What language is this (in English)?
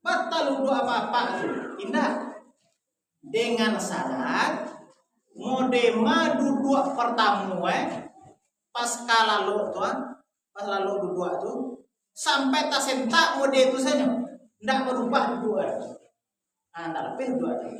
Minangkabau